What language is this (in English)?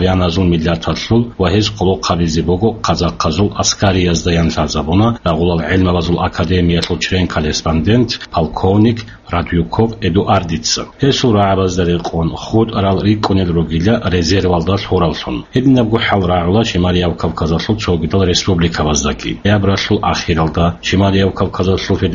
Avaric